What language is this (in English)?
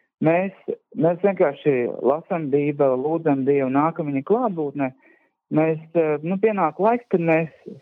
Latvian